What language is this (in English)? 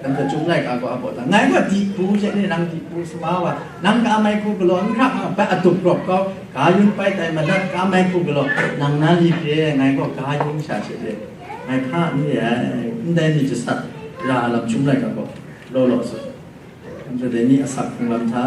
Kachin